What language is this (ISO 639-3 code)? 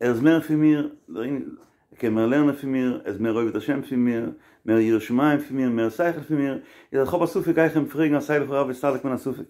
yid